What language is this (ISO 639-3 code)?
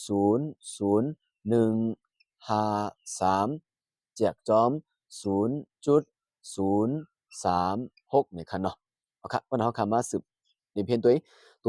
shn